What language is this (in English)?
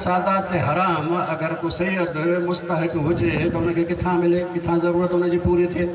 Sindhi